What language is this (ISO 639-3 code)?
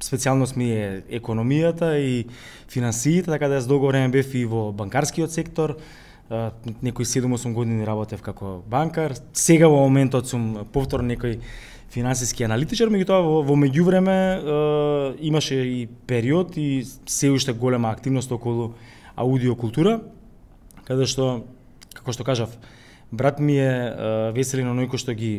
mkd